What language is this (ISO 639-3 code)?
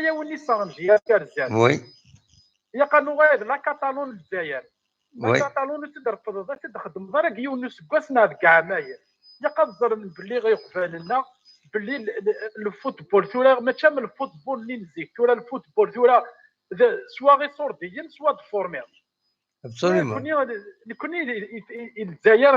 kab